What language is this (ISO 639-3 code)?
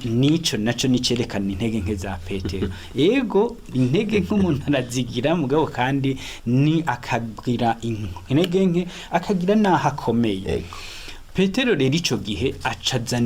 run